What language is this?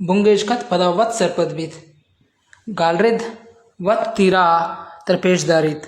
Baluchi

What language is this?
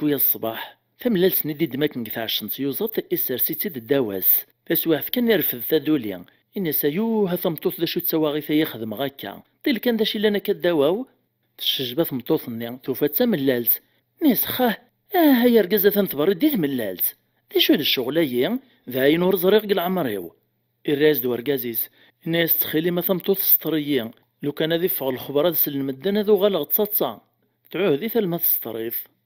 Kabyle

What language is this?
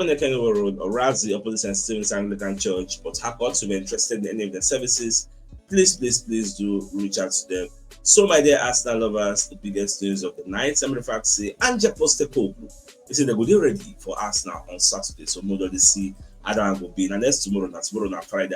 Nigerian Pidgin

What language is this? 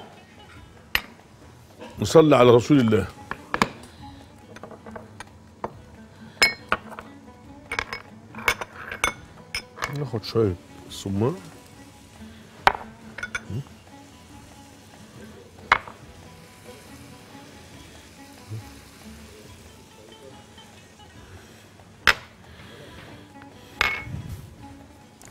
Egyptian Arabic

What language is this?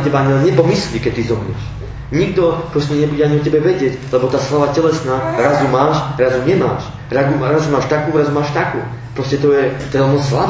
Slovak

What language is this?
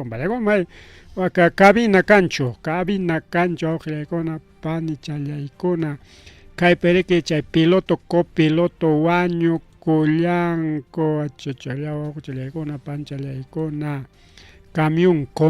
Ayacucho Quechua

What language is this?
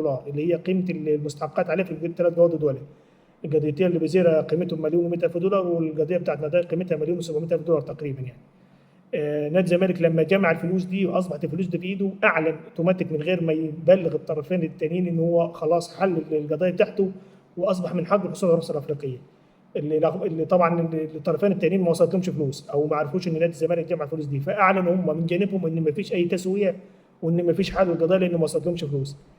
Egyptian Arabic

